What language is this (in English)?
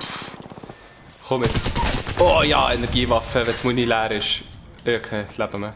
Swiss German